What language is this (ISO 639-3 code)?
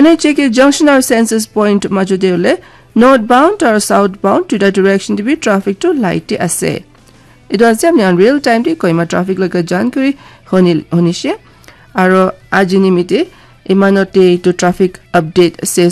nag